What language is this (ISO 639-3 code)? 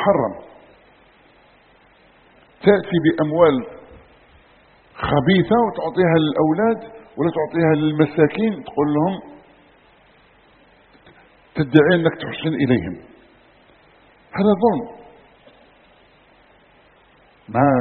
ara